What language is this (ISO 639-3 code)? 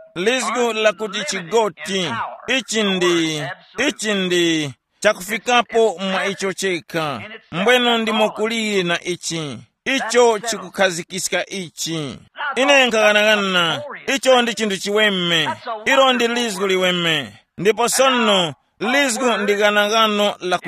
tum